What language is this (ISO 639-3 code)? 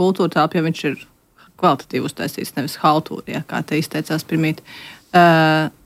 lav